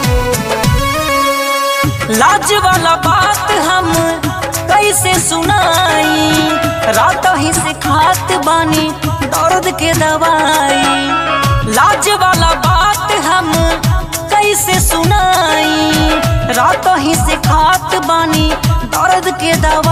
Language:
Bhojpuri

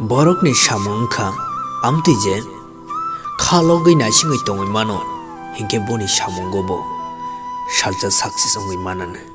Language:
Kok Borok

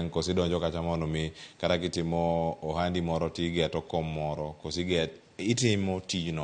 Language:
Luo (Kenya and Tanzania)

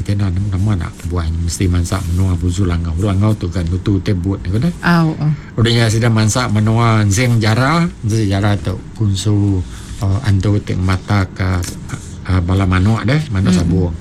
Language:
Iban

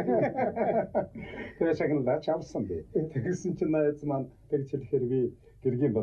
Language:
Mongolian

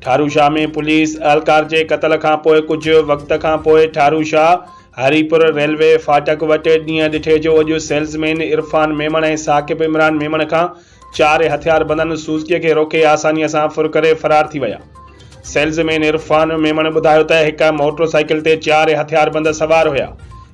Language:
Sindhi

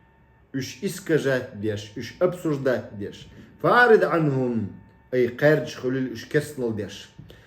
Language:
Chechen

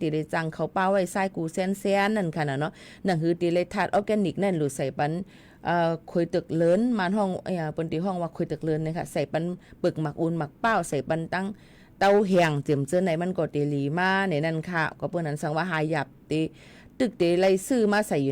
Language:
Shan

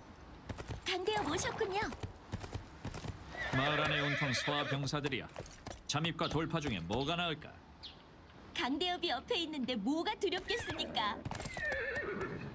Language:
Korean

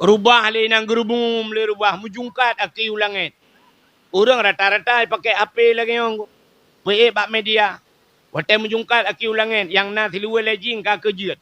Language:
Achinese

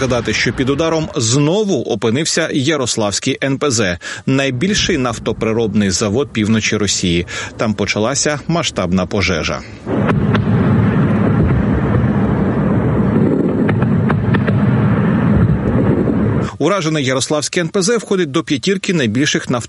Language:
Ukrainian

